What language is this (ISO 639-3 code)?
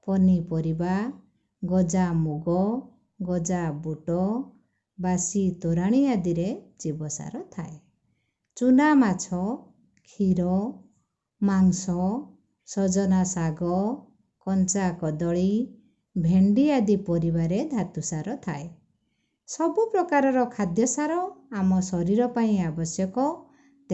ori